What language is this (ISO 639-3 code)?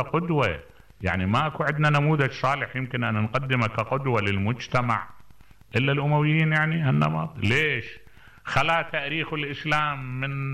acm